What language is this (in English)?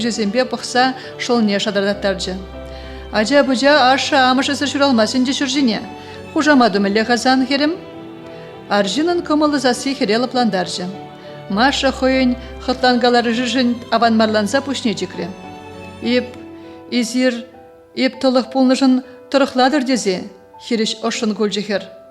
Chuvash